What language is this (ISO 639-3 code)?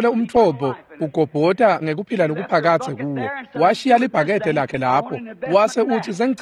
ssw